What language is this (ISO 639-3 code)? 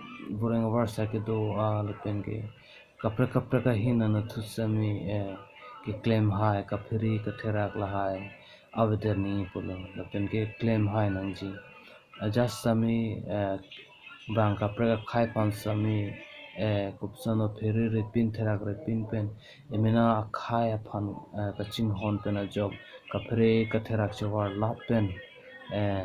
mjw